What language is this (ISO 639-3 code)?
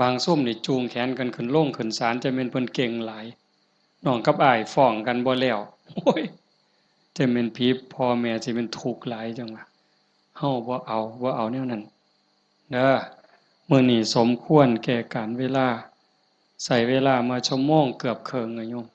tts